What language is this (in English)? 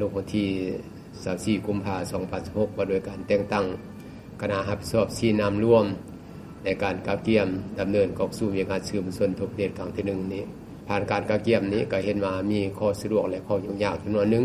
Lao